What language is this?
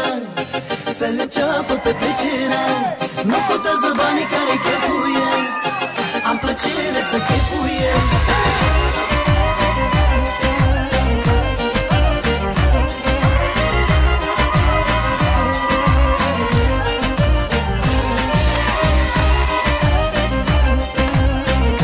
Romanian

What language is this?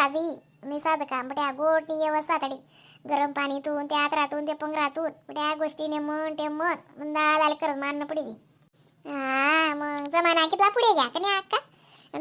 Khandesi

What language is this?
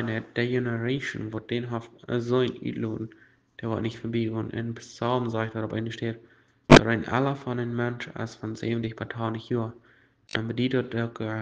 Plautdietsch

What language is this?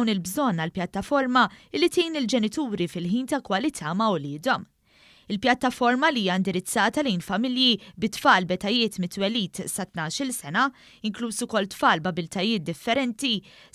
Maltese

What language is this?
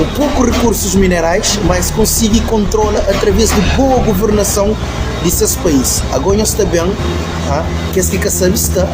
Kabuverdianu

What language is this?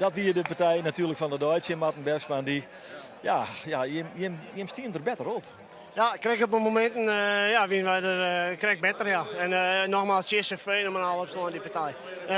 Western Frisian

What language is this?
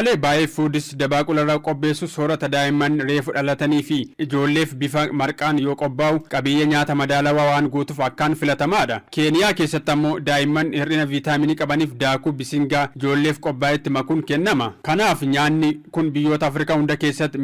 Oromo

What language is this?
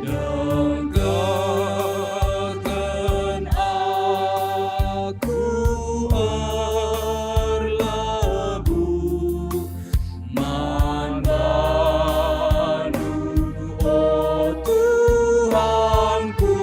Batak Karo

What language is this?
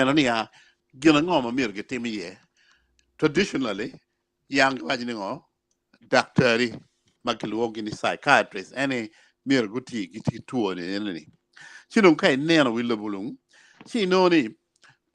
Acoli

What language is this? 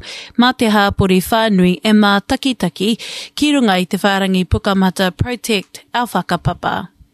Māori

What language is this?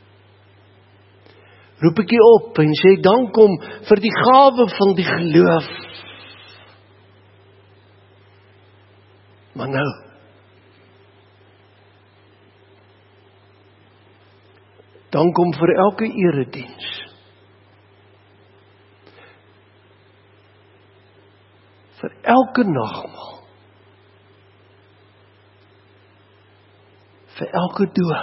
Afrikaans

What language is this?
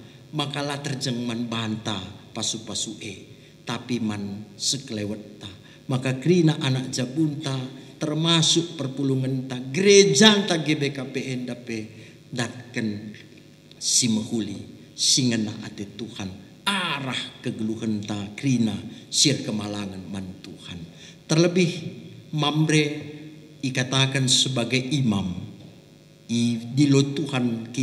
Batak Karo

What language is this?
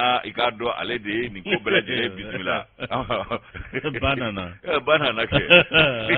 Bambara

